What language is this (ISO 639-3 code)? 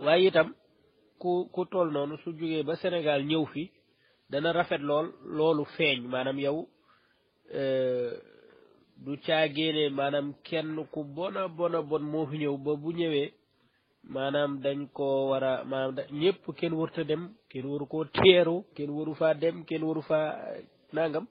wol